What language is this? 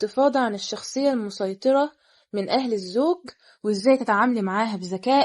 Egyptian Arabic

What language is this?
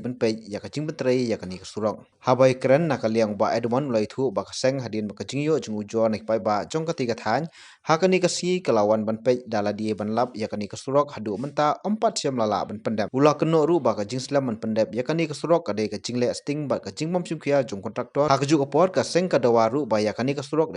Khasi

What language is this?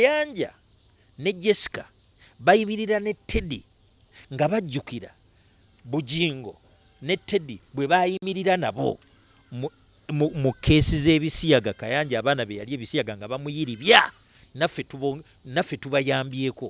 Ganda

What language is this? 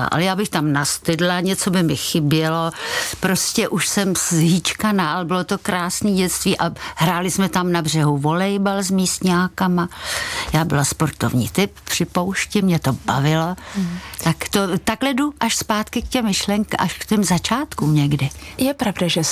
Czech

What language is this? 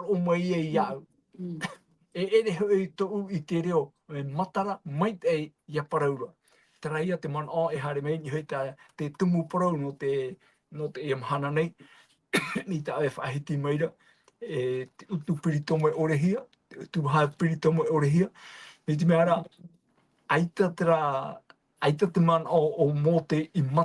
Tahitian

